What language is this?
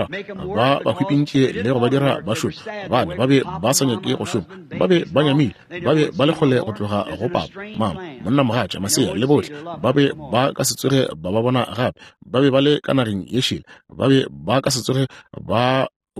Northern Sotho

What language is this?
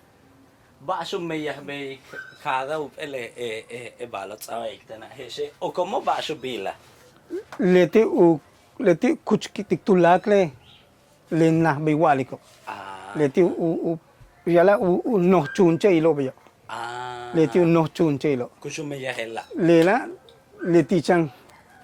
Yucateco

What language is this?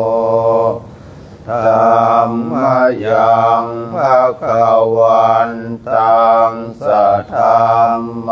Pali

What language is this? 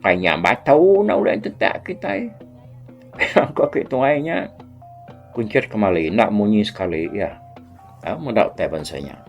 Iban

